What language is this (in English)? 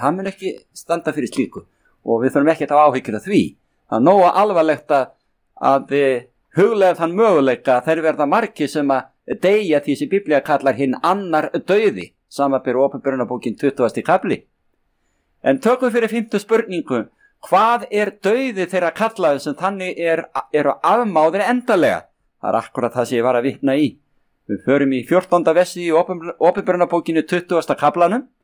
Icelandic